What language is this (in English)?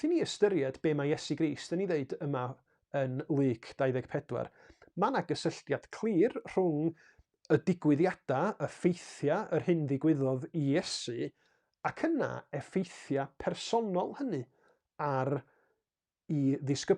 Welsh